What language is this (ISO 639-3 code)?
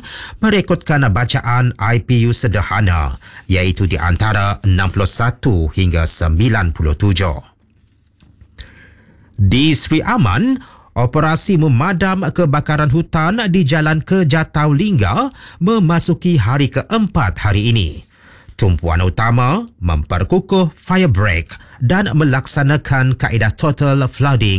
msa